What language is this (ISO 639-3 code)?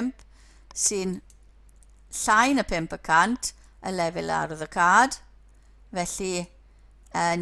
cym